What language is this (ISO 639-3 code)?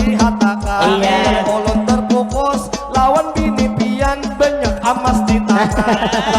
bjn